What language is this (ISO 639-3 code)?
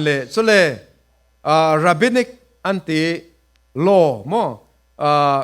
cfm